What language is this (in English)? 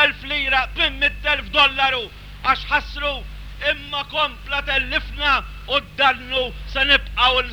Maltese